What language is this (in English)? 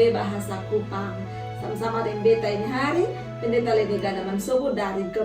Kupang Malay